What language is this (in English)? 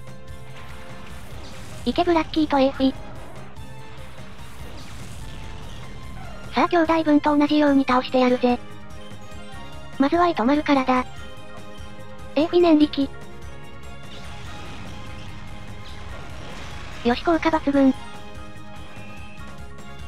Japanese